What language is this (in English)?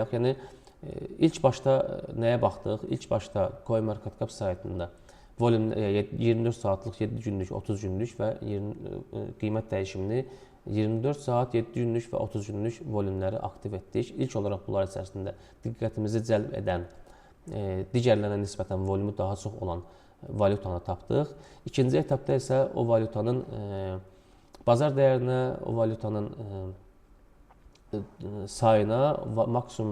Azerbaijani